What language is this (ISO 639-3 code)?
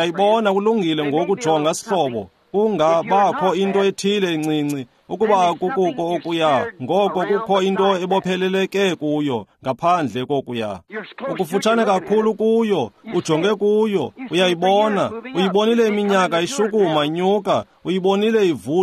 xho